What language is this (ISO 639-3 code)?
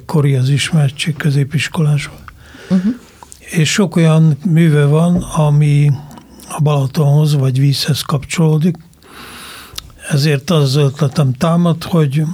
hun